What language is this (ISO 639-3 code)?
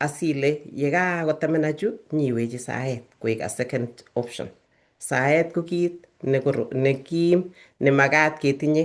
kln